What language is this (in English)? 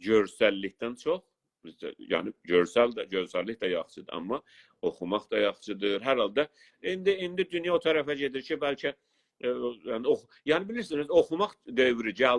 South Azerbaijani